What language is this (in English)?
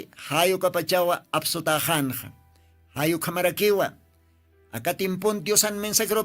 Aymara